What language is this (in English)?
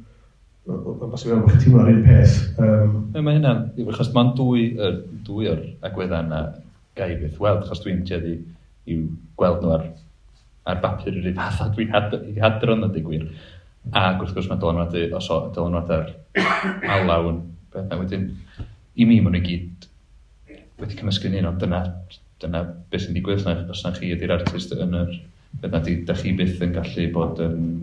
Welsh